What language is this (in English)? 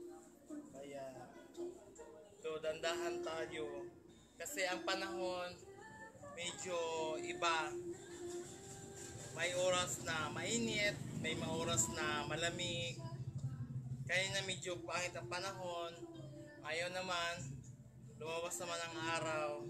Filipino